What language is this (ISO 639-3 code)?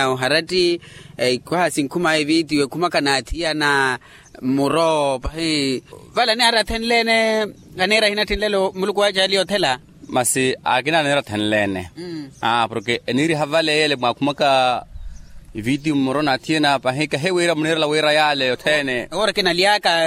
vmw